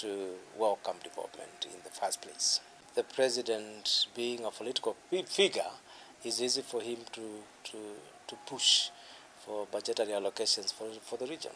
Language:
Kamba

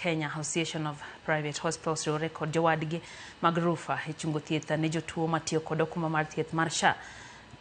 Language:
Luo (Kenya and Tanzania)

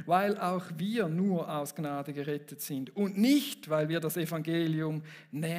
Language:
Swiss German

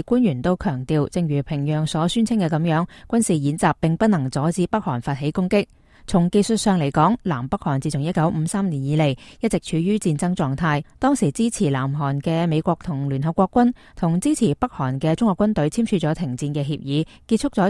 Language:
Cantonese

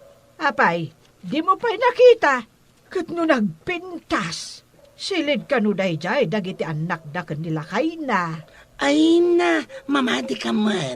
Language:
Iloko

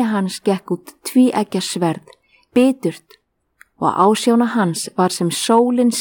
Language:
Icelandic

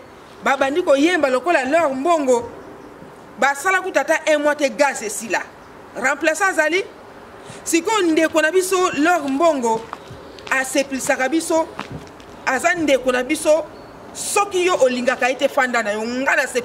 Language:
Lingala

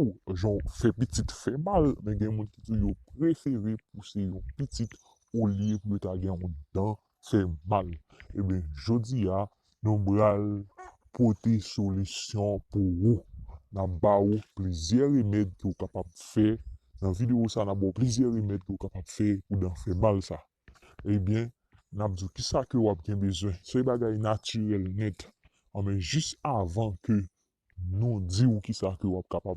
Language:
Haitian Creole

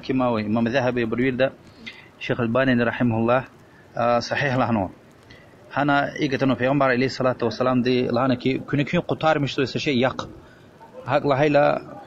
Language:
Lezghian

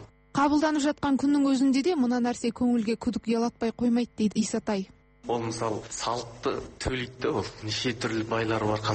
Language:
Kazakh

